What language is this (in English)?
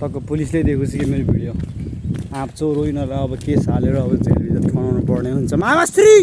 Nepali